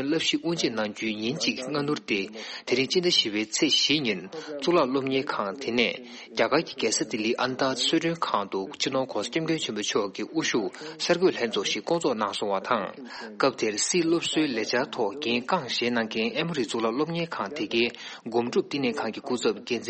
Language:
Tibetan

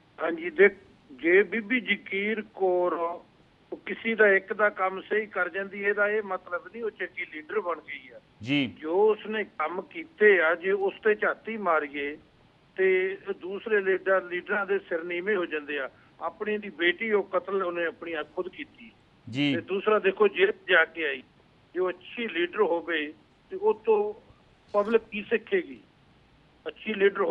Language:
Punjabi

